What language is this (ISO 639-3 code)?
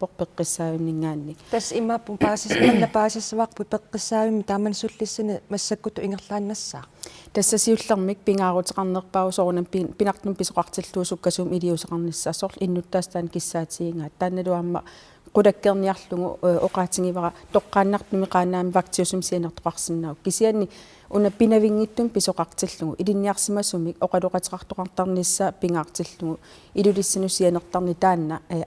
kal